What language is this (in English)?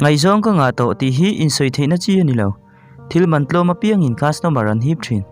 Mizo